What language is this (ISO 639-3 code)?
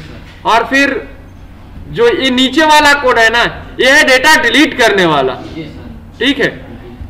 hin